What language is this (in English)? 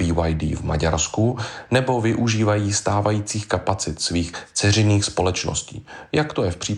Czech